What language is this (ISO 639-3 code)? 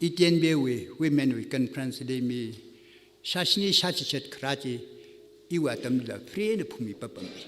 nmf